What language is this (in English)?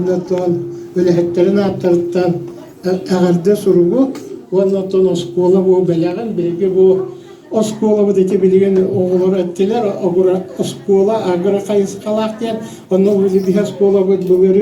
Yakut